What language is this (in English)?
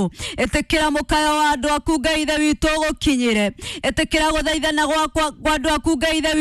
Kikuyu